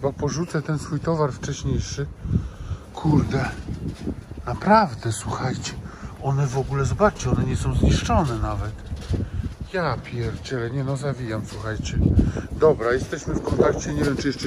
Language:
Polish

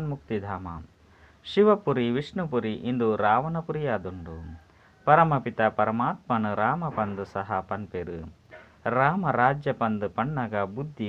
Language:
Tulu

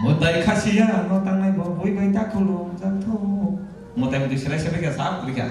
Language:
Kok Borok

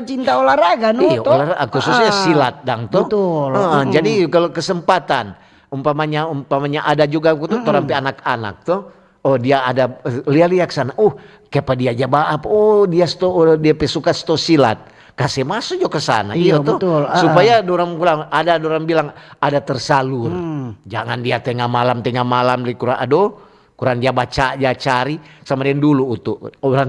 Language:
Manado Malay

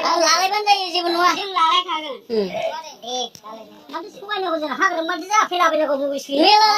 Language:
Bodo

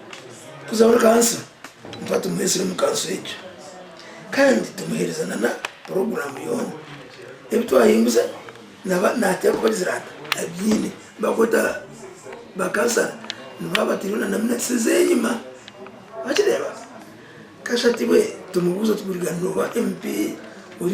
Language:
Nyankole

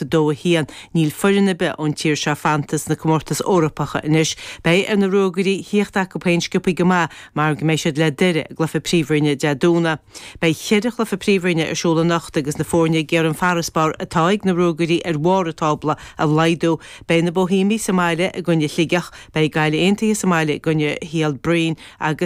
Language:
Irish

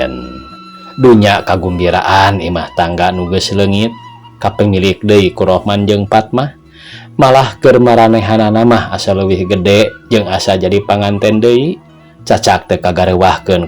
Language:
Sundanese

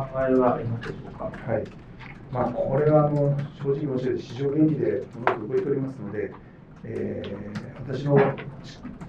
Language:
Japanese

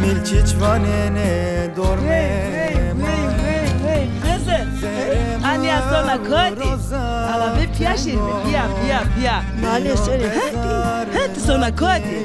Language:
Zaza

